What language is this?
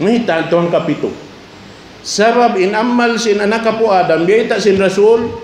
Tausug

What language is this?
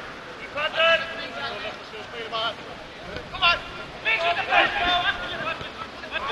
Dutch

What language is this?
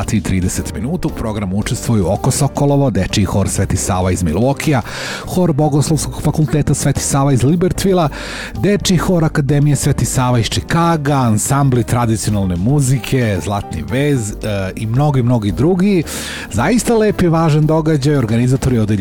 Serbian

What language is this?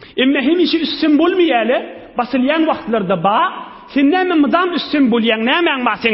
Turkmen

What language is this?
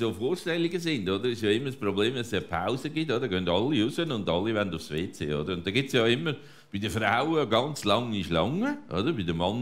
Swiss German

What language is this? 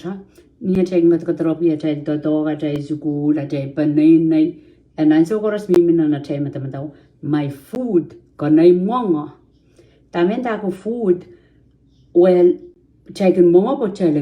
Pohnpeian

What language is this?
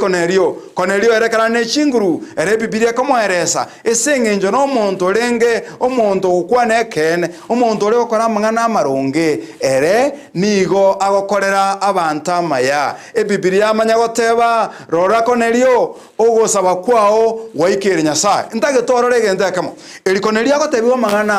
Gusii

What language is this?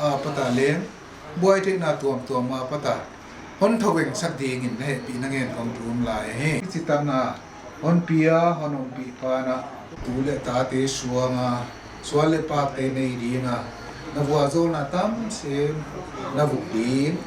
Paite Chin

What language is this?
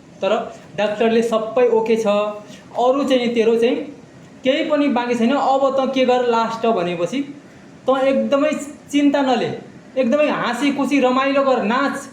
Nepali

